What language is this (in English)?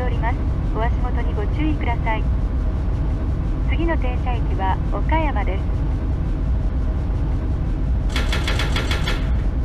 Japanese